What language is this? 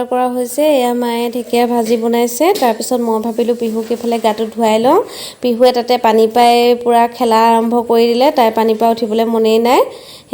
Assamese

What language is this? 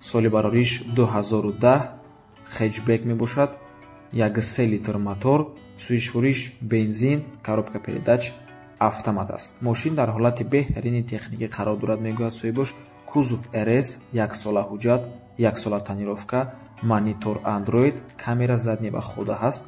Tajik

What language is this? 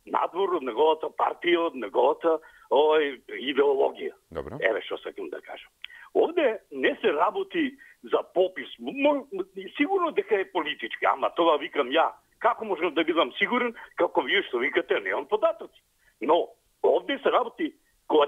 Macedonian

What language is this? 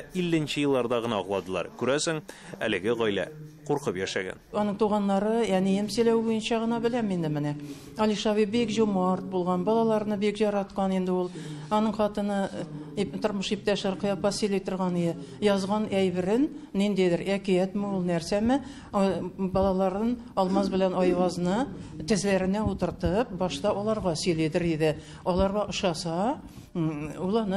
Tatar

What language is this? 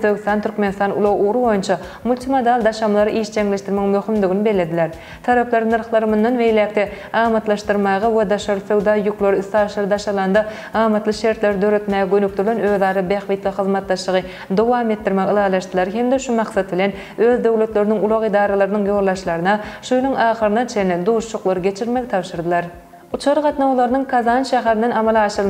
Turkmen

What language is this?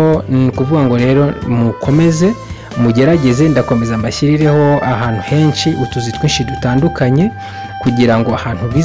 Kinyarwanda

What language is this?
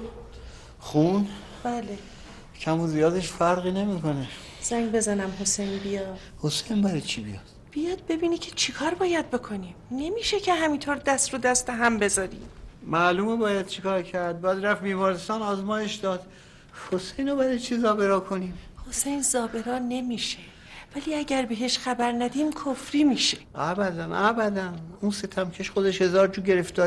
Persian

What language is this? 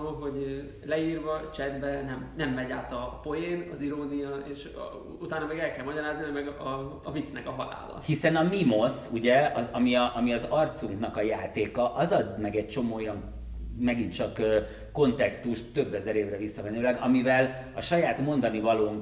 Hungarian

